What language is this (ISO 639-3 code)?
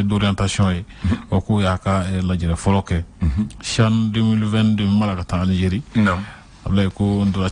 bam